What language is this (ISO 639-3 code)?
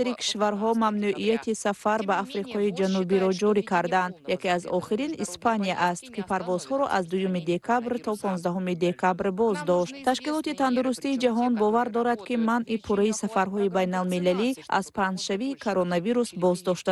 tgk